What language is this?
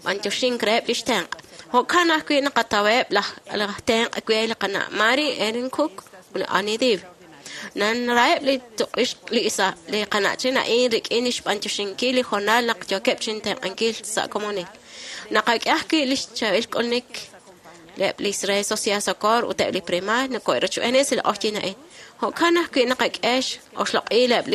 Kekchí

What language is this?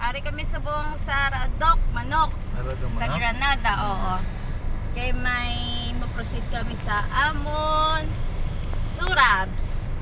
Hiligaynon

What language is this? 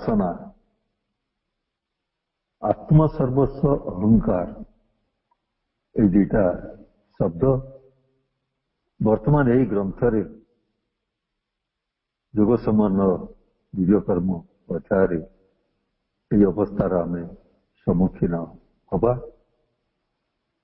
Odia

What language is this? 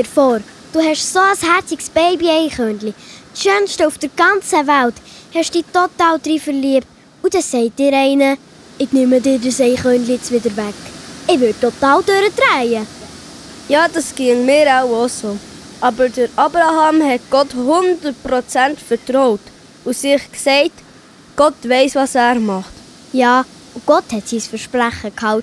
Swiss German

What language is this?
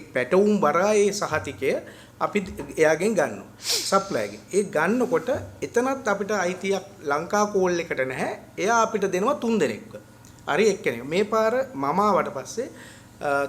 Sinhala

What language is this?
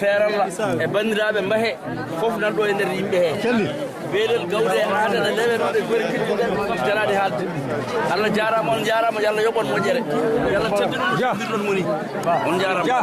Fula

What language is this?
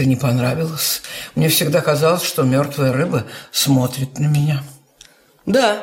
Russian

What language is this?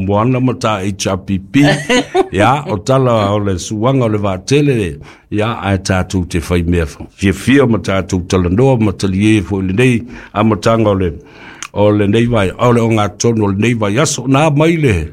Samoan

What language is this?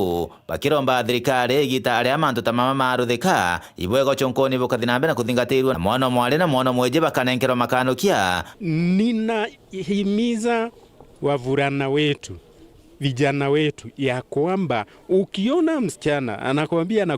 Meru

